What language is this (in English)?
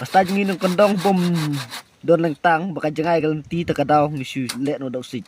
Khasi